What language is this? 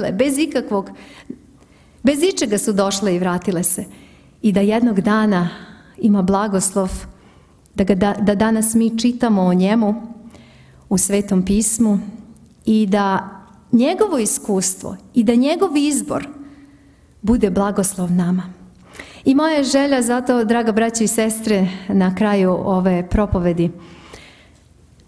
Serbian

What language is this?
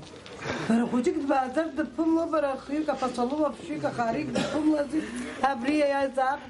Abkhazian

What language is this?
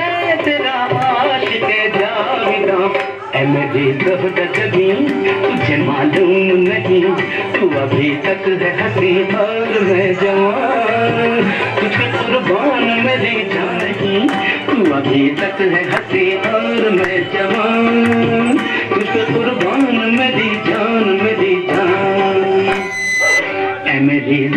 Hindi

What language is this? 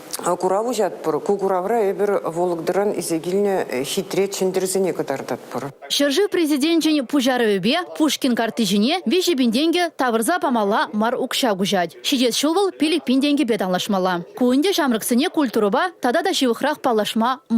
Chuvash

